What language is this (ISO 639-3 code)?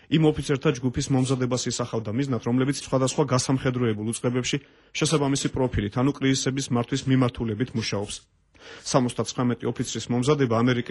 kat